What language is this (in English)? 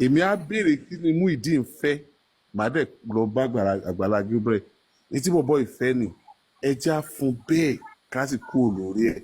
Yoruba